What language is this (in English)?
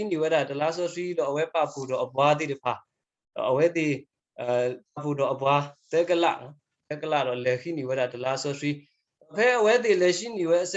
S'gaw Karen